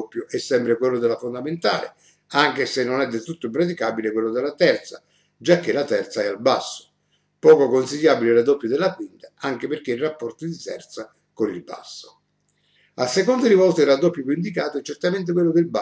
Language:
Italian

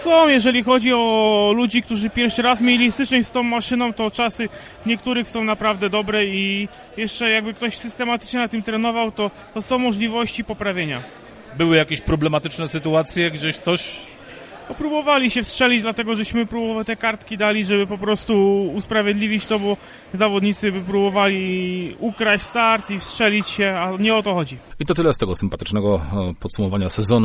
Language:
Polish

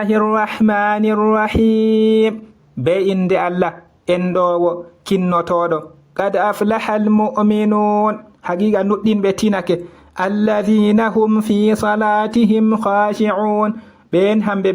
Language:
Fula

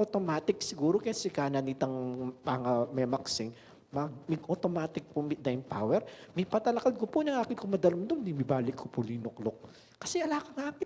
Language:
Pampanga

